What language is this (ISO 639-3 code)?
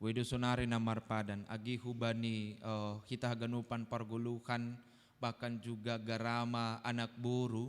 bts